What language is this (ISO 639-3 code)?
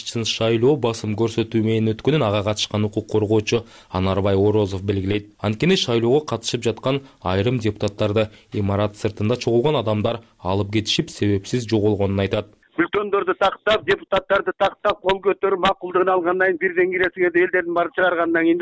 kir